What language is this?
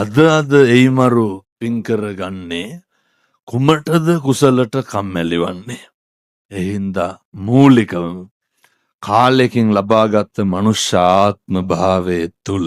Sinhala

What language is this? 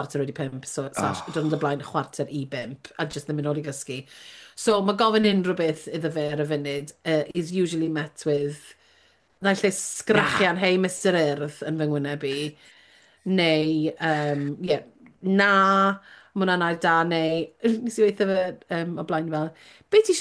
Welsh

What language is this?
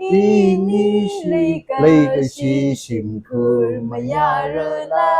Tangkhul Naga (India)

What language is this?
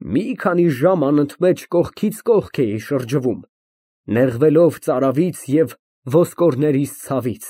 Armenian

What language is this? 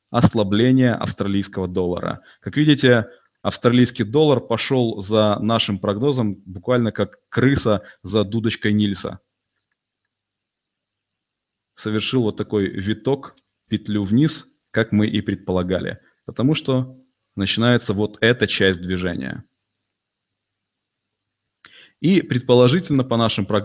Russian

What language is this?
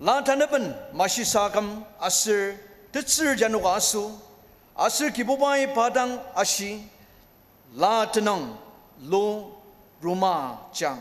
Ao Naga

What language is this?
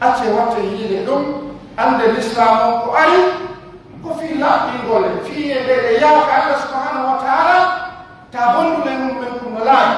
Pular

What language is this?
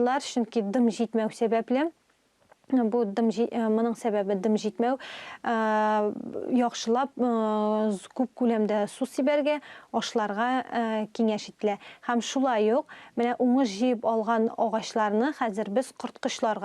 Tatar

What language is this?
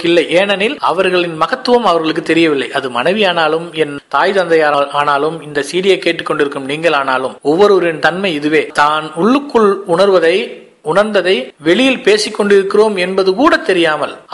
Tamil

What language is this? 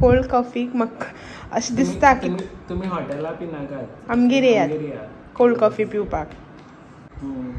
Konkani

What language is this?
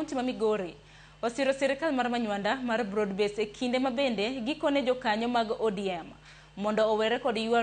Luo (Kenya and Tanzania)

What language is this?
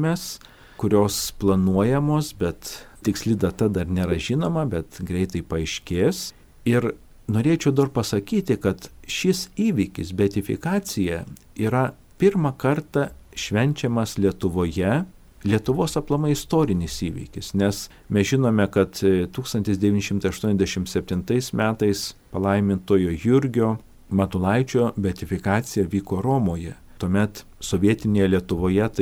Lithuanian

